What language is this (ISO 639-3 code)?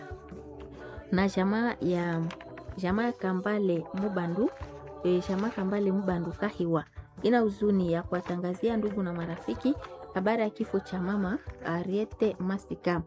swa